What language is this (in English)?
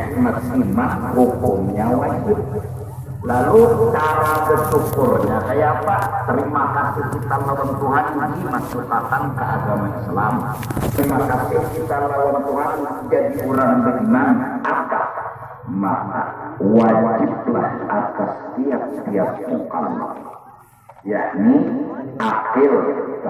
Banjar